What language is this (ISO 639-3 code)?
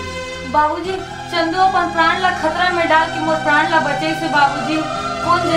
hne